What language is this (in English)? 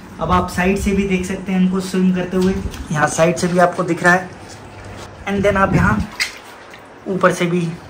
Hindi